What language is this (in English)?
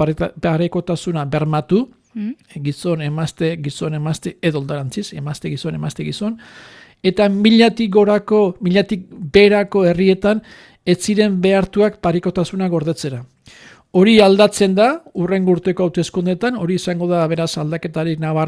Basque